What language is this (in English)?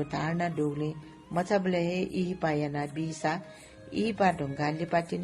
Newari